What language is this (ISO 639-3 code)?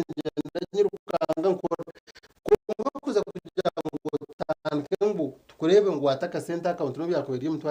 nyn